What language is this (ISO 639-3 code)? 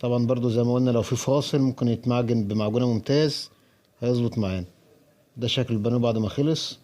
arz